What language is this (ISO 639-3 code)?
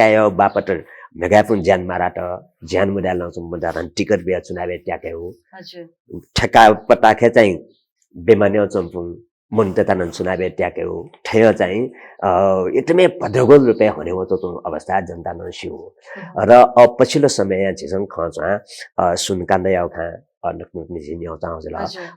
new